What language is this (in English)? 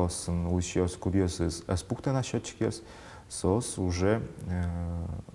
Udmurt